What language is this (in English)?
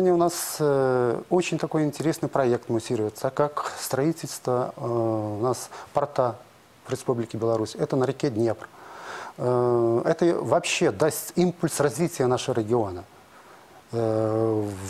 Russian